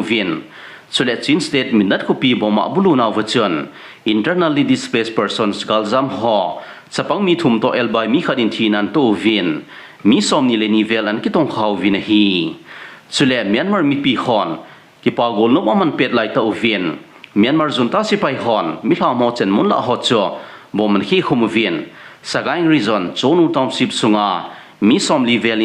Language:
Thado Chin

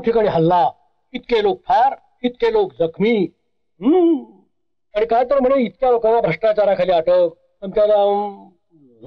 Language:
Marathi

